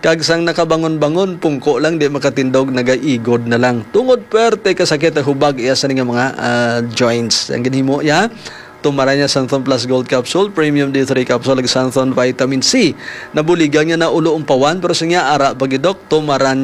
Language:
Hiligaynon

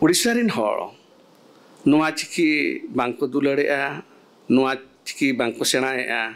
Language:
Santali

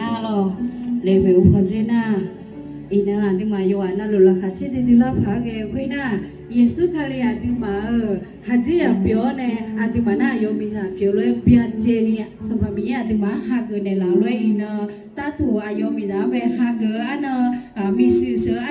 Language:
Akha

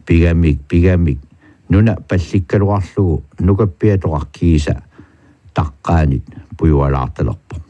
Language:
Kalaallisut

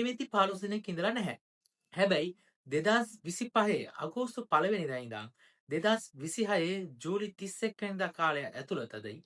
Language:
Sinhala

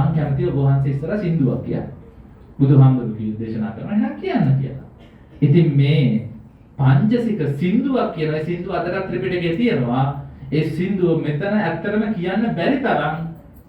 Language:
Sinhala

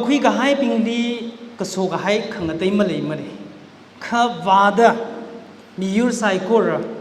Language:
Tangkhul Naga (India)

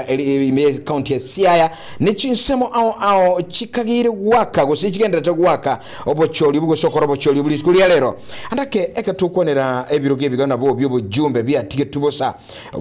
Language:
Gusii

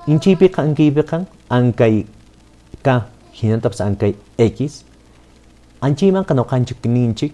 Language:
Quechua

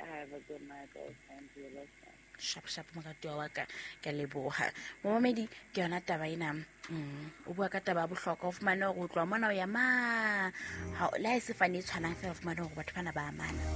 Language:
Southern Sotho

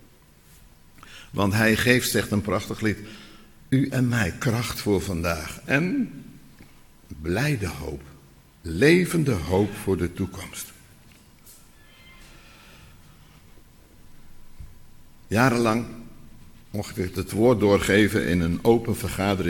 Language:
Dutch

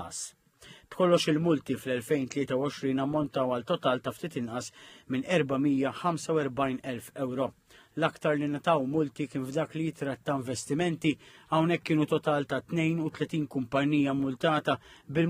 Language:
Maltese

